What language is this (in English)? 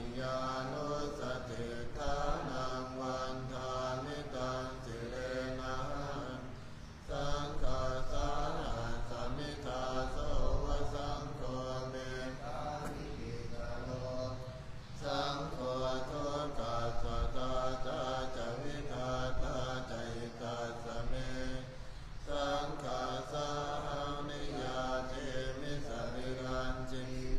Pali